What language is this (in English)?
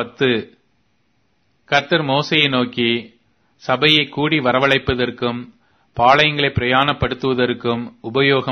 Tamil